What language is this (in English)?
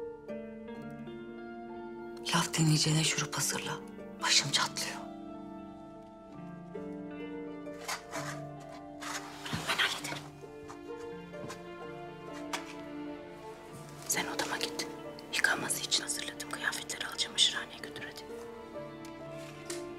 Turkish